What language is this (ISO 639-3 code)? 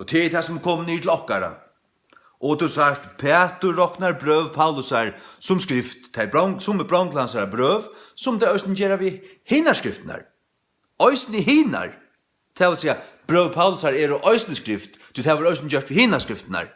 fao